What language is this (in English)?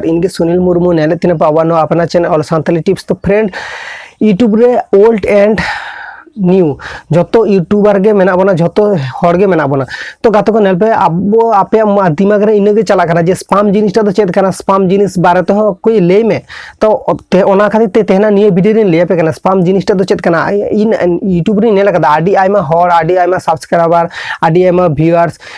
Santali